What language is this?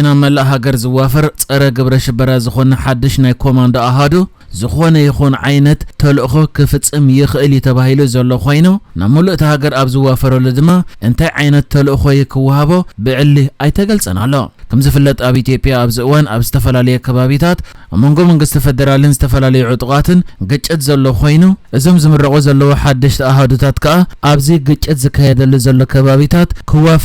Tigrinya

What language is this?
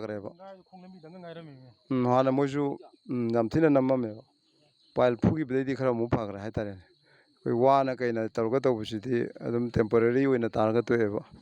Manipuri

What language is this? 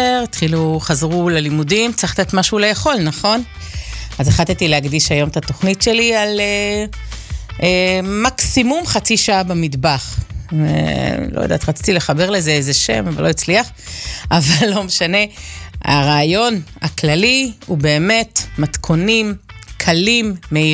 Hebrew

